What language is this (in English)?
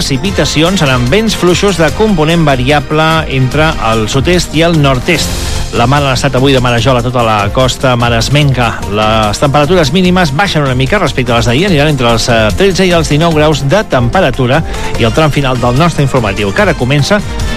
Catalan